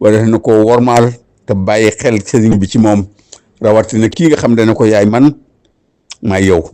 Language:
Wolof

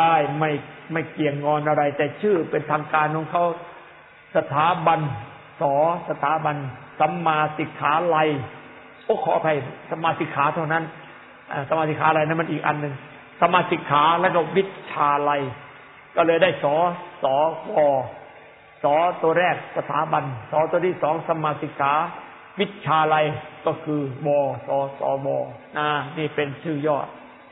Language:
Thai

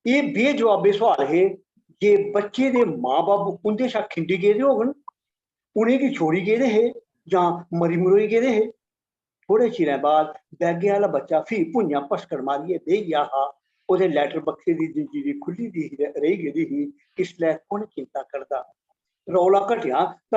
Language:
Dogri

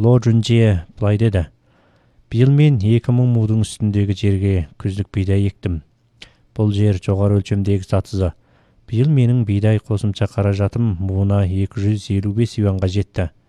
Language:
Kyrgyz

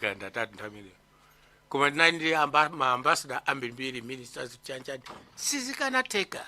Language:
Nyanja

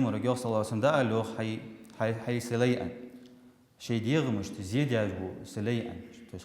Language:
Ingush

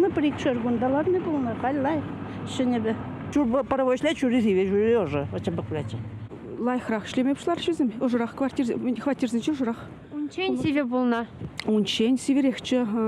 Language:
Chuvash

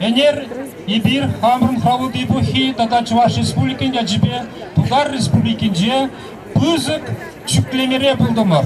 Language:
Chuvash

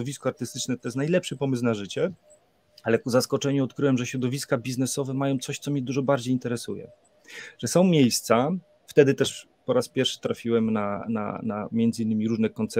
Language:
Polish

